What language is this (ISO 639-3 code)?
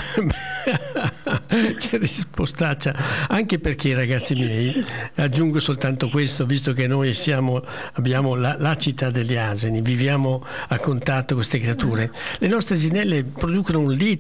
ita